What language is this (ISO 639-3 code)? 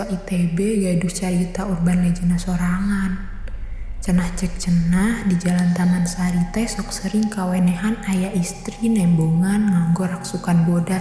sun